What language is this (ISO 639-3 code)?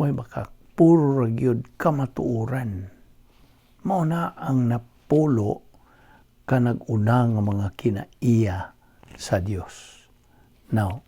ceb